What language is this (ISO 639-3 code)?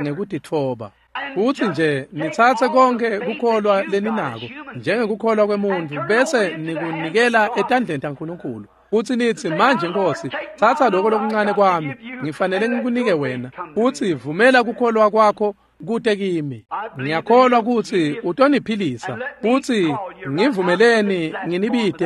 ssw